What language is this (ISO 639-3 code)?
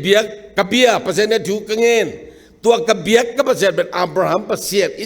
ctd